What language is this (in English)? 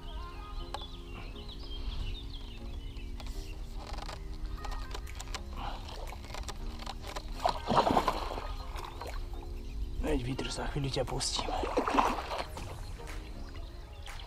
Slovak